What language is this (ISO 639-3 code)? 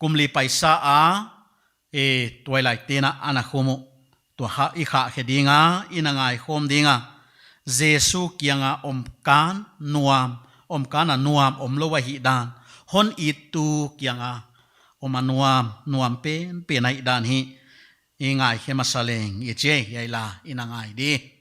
pck